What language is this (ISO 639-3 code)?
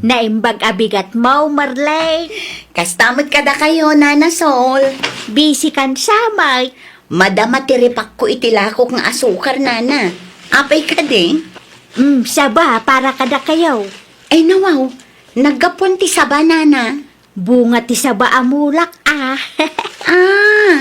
ilo